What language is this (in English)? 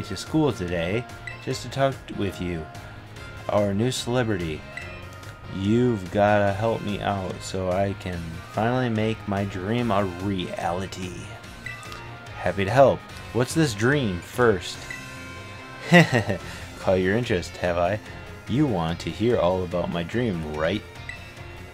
English